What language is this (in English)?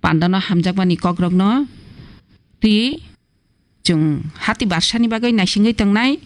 Kok Borok